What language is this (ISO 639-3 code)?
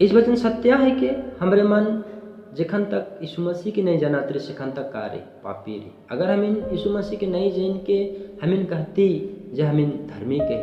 sck